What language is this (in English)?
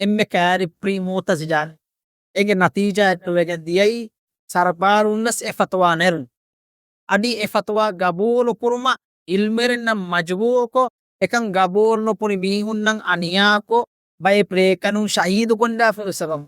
Divehi